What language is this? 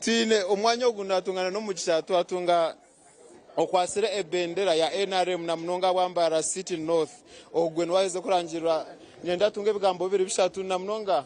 Nyankole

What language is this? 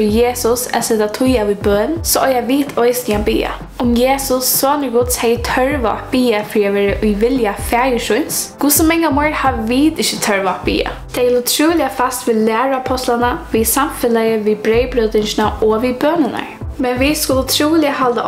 Faroese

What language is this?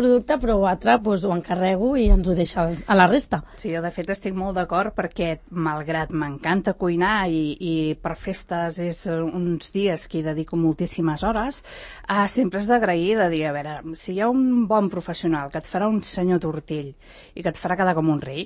Catalan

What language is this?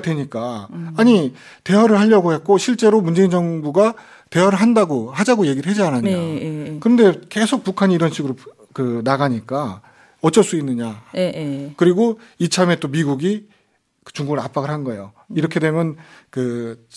Korean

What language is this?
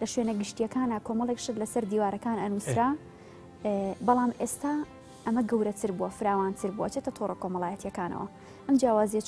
Central Kurdish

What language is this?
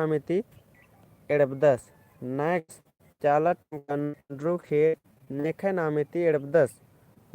Kurukh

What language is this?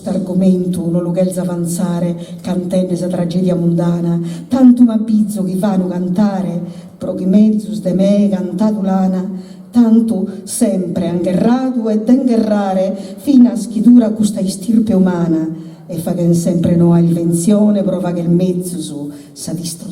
Sardinian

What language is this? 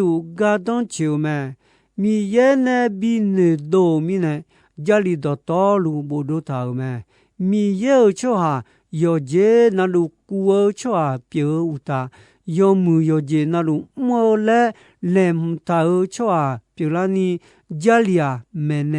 Akha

